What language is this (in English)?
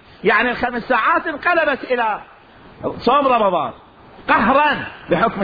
Mesopotamian Arabic